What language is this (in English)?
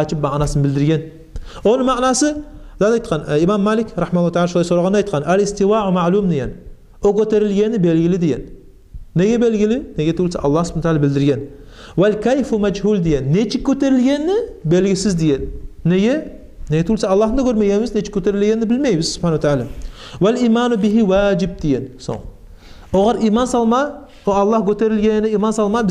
Kumyk